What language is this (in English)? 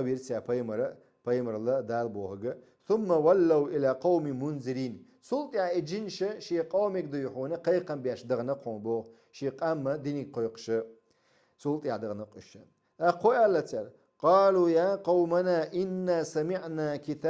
Chechen